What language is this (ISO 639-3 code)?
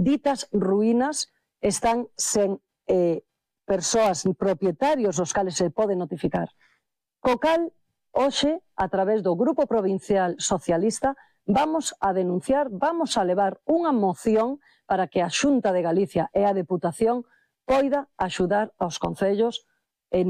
glg